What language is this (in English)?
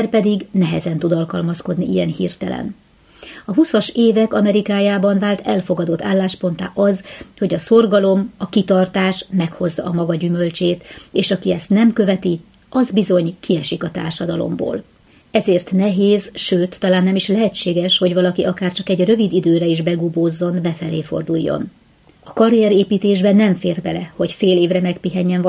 Hungarian